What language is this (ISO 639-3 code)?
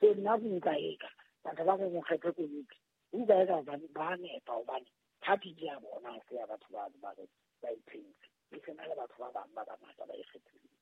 sot